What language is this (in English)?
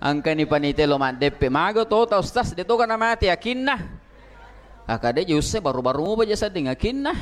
Buginese